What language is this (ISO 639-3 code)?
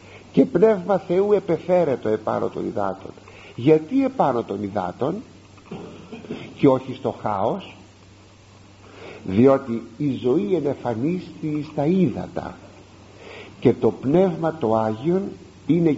ell